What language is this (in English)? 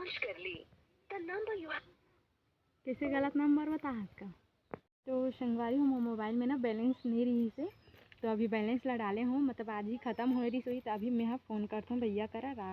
Chhattisgarhi